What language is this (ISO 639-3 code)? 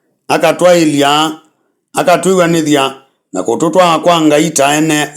kam